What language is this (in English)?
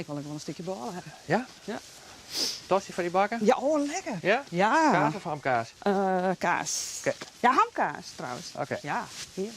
Western Frisian